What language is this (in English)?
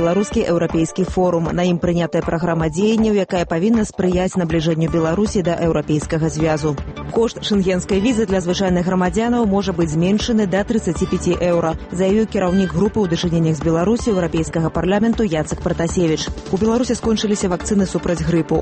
Belarusian